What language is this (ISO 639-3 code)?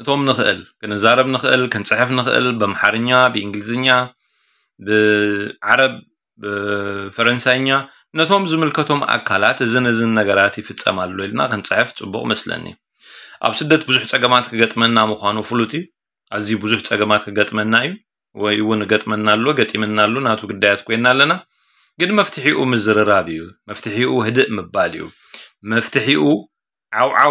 tir